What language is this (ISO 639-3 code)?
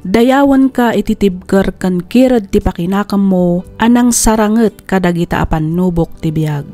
ilo